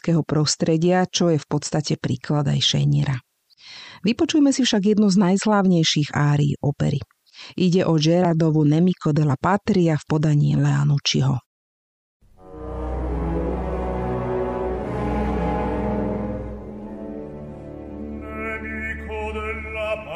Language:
Slovak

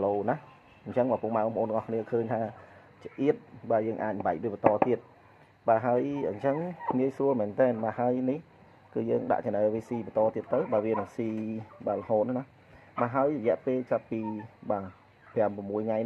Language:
Khmer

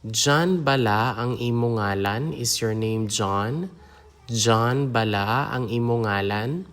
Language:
Hiligaynon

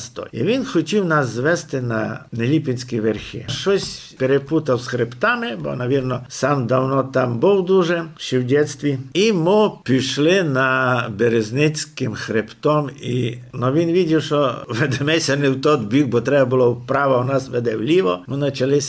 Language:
Rusyn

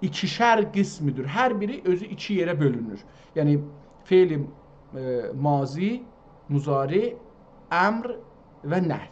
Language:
South Azerbaijani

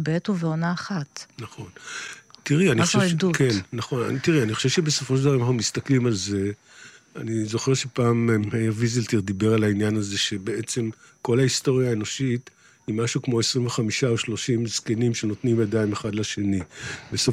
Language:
Hebrew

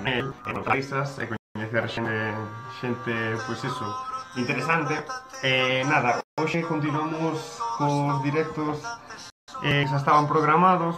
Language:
Galician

